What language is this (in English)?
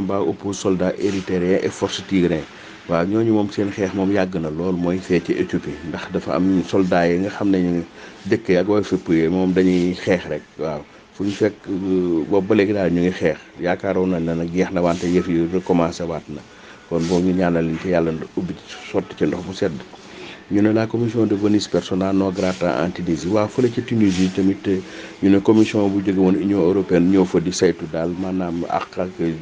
Wolof